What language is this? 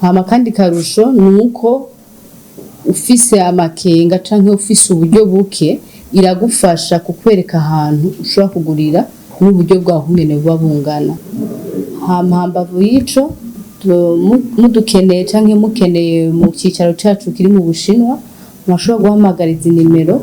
Rundi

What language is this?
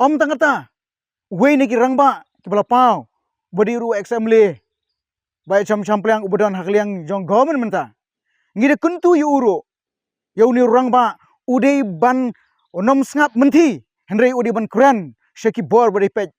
Khasi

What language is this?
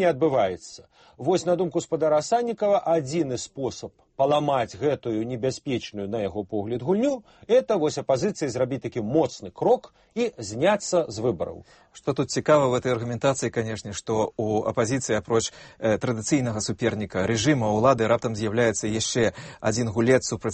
Belarusian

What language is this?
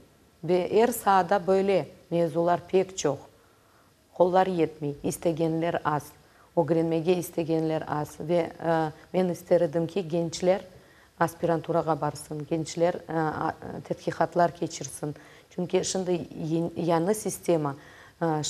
Crimean Tatar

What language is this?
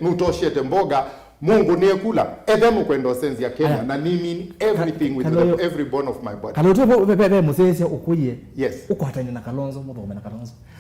Kamba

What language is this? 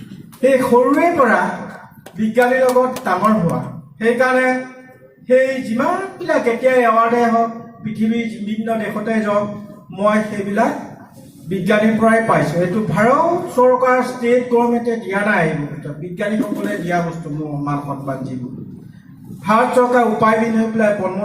Assamese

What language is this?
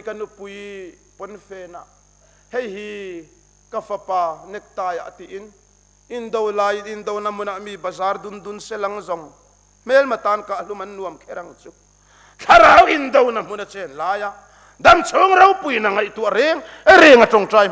Mizo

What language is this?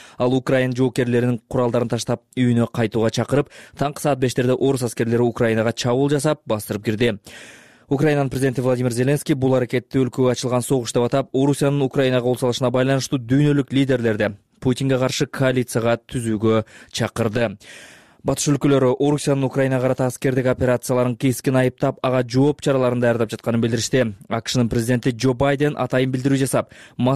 Kyrgyz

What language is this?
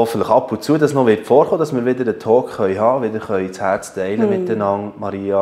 Swiss German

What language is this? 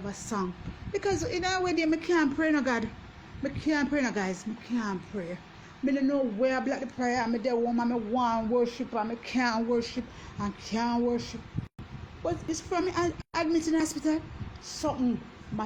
Jamaican Creole English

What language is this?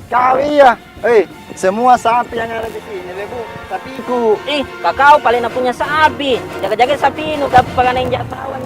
Makassar Malay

